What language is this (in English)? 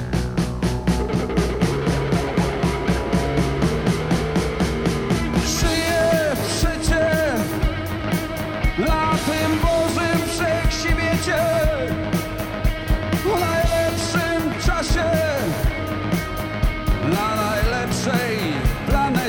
Polish